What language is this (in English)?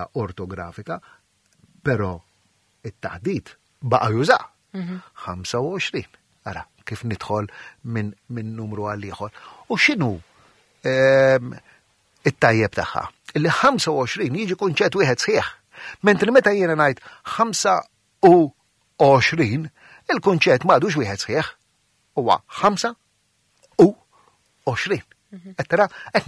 Maltese